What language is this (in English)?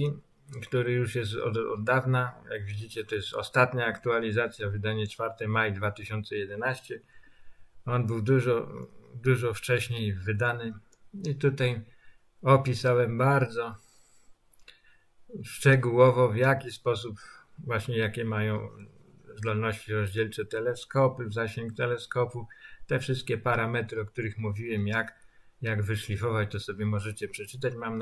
Polish